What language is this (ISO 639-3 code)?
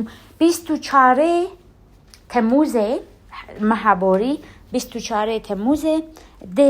kur